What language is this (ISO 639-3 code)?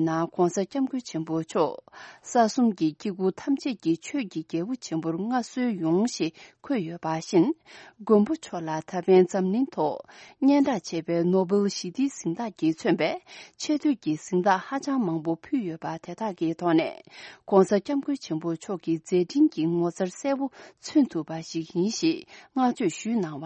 bod